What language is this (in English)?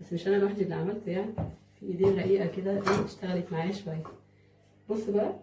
Egyptian Arabic